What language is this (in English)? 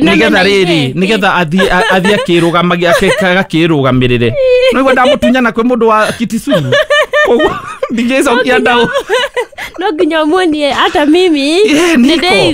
Kikuyu